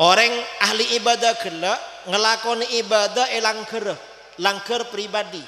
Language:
Madurese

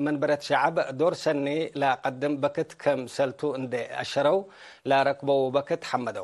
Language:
Tigre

